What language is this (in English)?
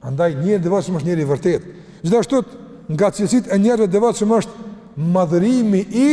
Albanian